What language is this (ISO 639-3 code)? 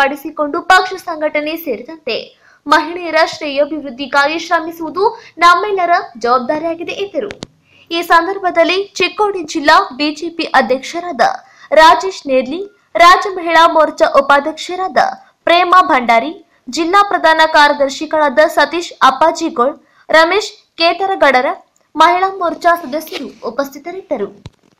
kan